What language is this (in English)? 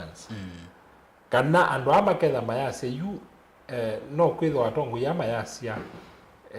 Kamba